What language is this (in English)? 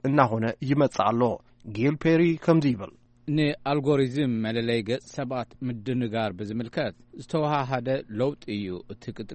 Tigrinya